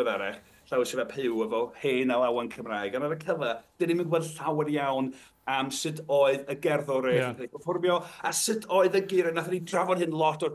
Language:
Welsh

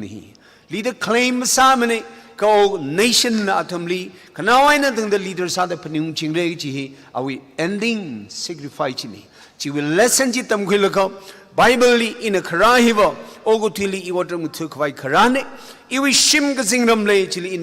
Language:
Tangkhul Naga (India)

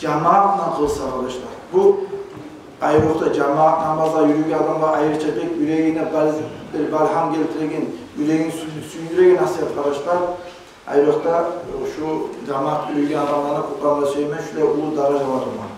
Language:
Kumyk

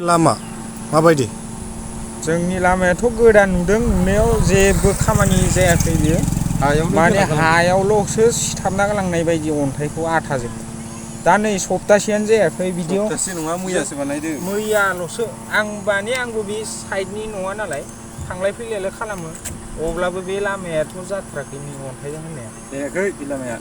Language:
Bodo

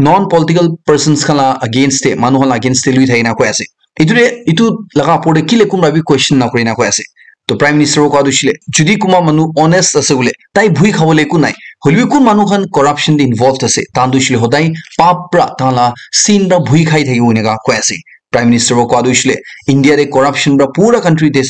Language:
Naga Pidgin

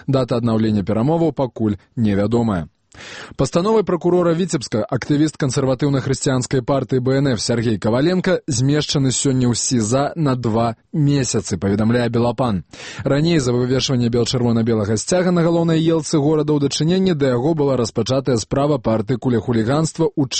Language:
Belarusian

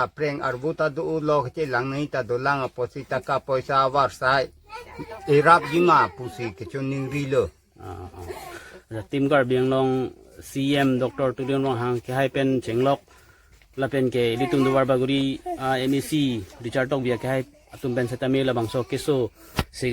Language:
Karbi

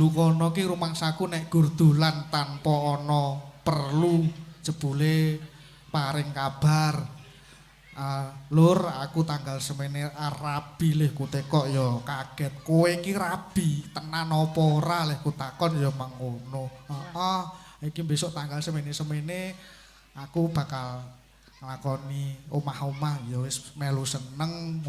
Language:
Javanese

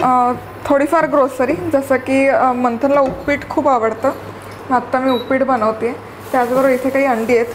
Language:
Marathi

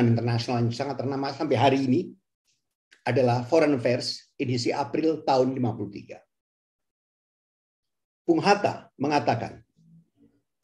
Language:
Indonesian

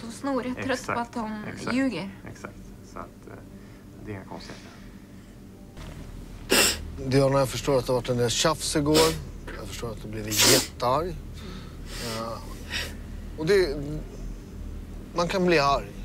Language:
Swedish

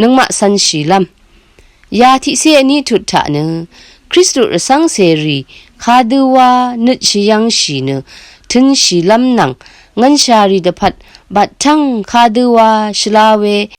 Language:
Rawang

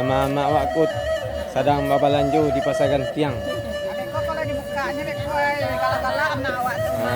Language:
Minangkabau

